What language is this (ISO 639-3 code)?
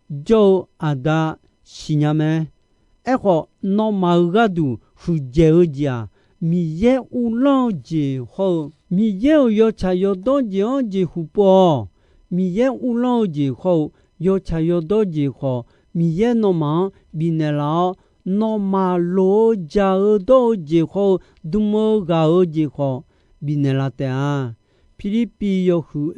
ahk